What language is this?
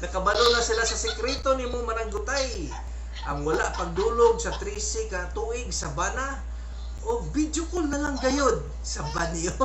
Cebuano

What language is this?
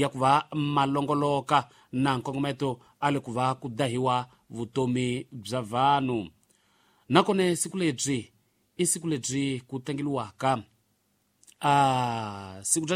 Tsonga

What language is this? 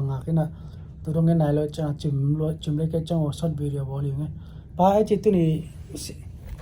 Tedim Chin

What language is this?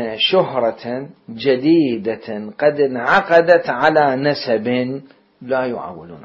Mesopotamian Arabic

